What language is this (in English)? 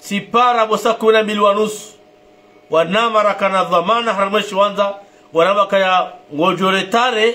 Ngazidja Comorian